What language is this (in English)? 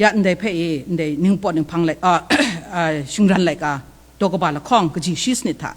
Kachin